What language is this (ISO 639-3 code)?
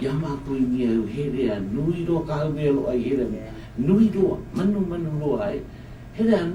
haw